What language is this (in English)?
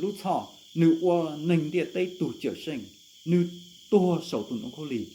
Hmong